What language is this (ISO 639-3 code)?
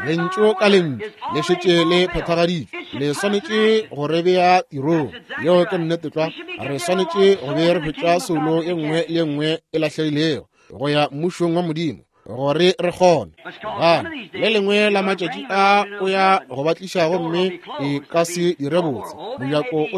nso